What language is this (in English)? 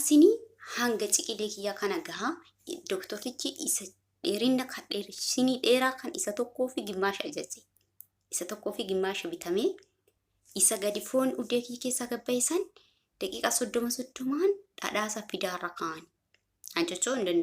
Oromo